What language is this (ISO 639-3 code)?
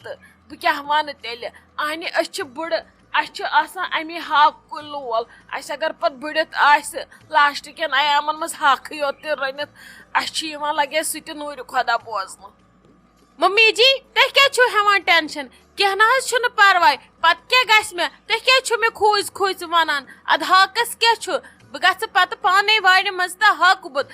kas